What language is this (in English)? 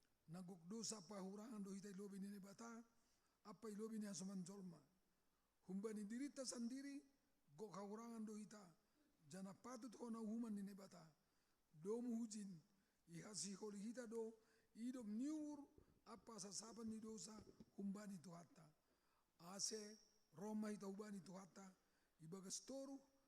Batak Simalungun